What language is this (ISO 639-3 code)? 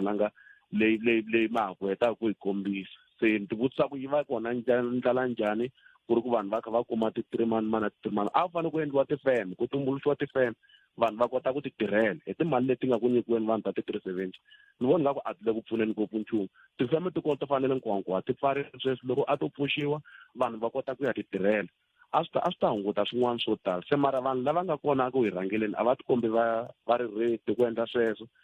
tso